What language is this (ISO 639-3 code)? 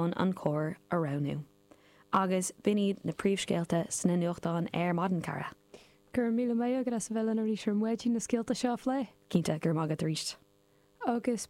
gle